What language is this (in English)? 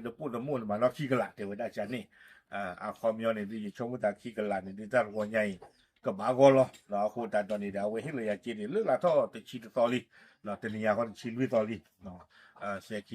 S'gaw Karen